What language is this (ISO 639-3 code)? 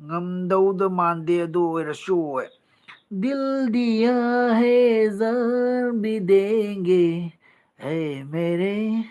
mni